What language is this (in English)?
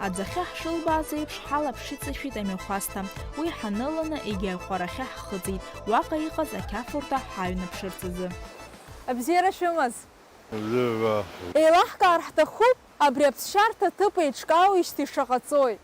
Abkhazian